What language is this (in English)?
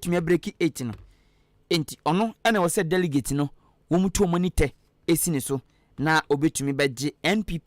Akan